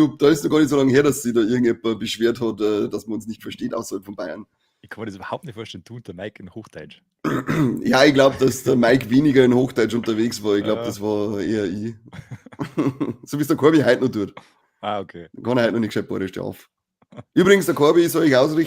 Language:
Bavarian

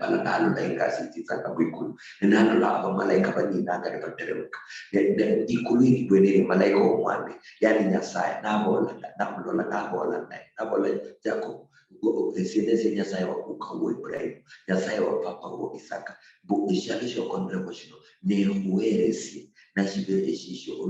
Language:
Luyia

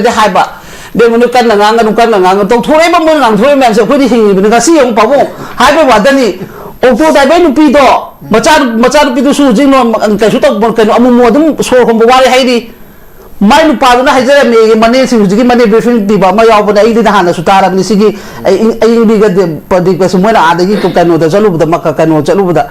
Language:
Manipuri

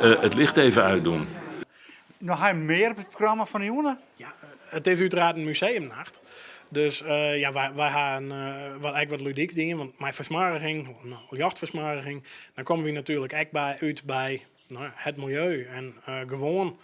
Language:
Western Frisian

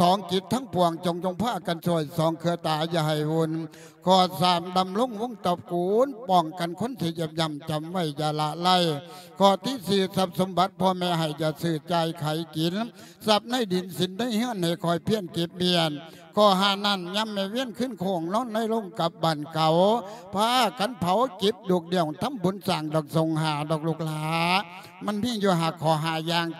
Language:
Lao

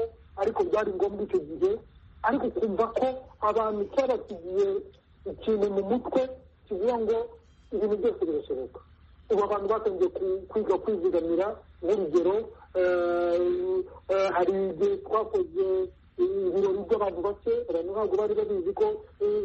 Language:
Kinyarwanda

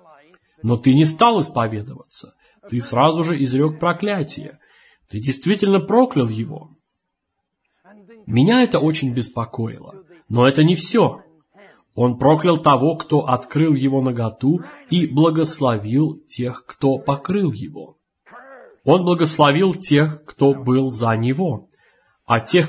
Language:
Russian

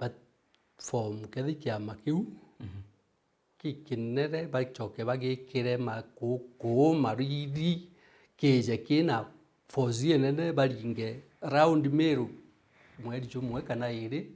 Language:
Meru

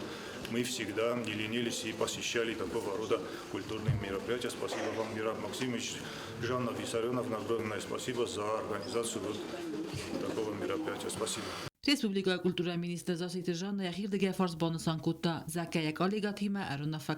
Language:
Ossetic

